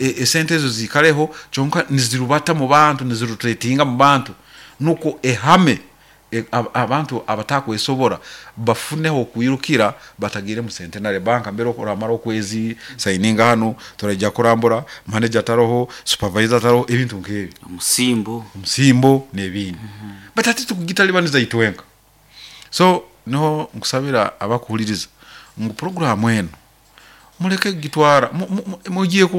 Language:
Nyoro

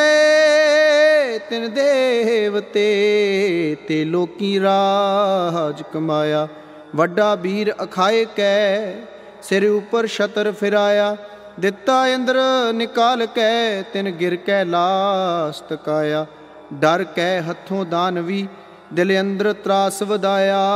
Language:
Punjabi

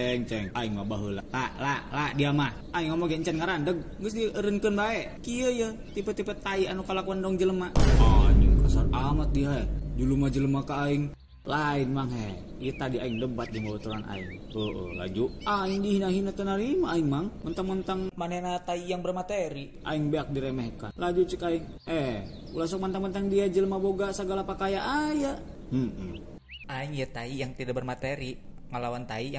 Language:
Sundanese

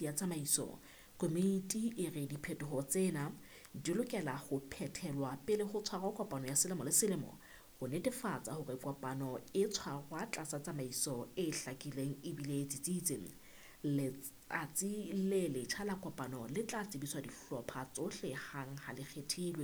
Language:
Southern Sotho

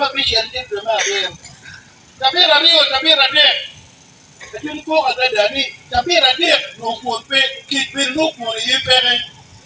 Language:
Acoli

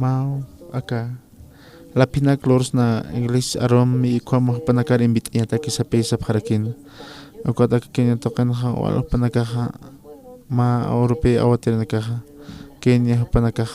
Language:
Aymara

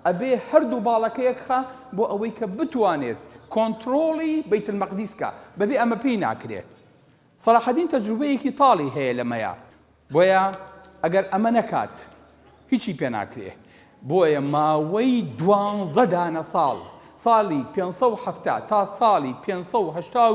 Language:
Central Kurdish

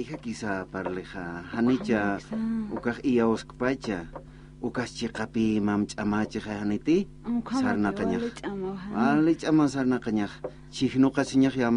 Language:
Aymara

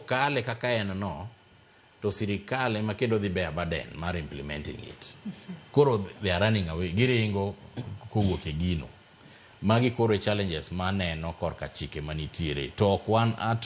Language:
Luo (Kenya and Tanzania)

